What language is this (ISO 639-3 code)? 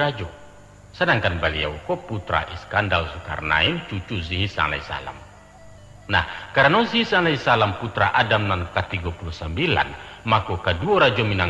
min